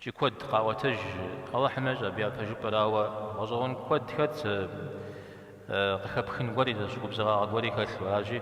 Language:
Kabardian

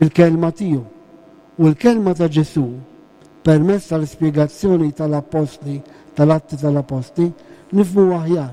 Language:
Maltese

